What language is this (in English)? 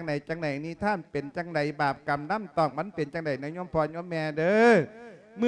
Lao